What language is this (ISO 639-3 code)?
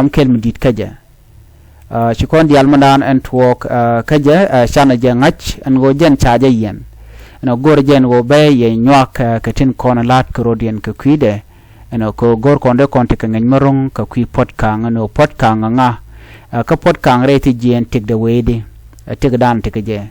nus